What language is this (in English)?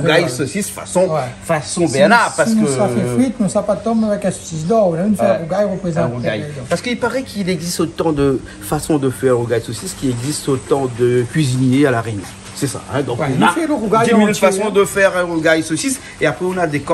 Réunion Creole French